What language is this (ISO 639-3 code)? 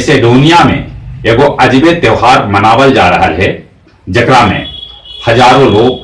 mag